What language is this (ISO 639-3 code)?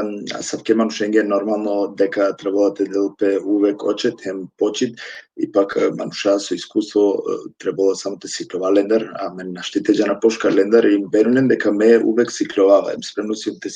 rmn